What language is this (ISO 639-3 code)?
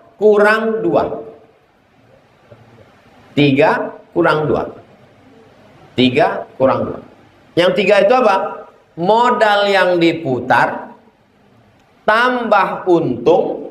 ind